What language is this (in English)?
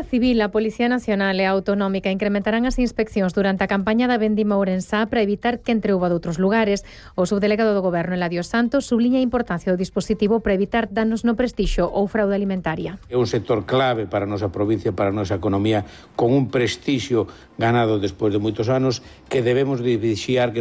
Galician